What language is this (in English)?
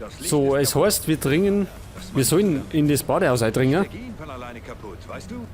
Bavarian